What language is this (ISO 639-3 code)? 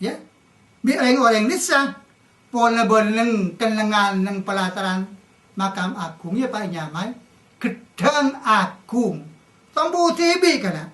mad